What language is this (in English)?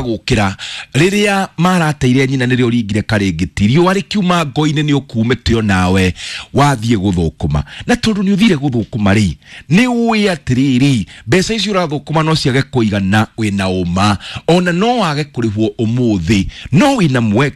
Kikuyu